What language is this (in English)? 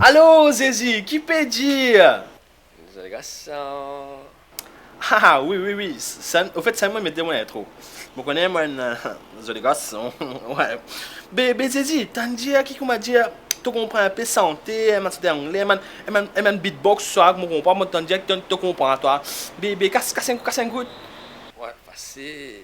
Morisyen